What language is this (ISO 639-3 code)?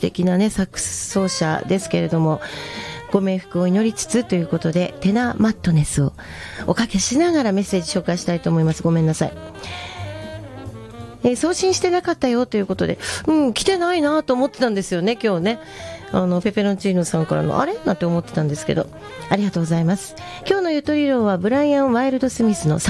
jpn